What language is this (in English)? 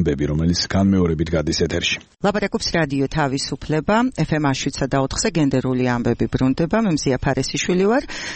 Georgian